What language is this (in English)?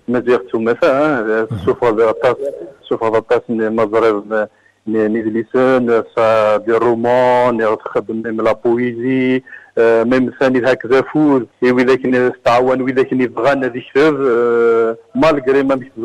Kabyle